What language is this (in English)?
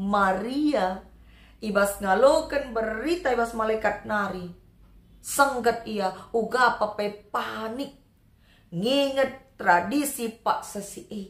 Batak Karo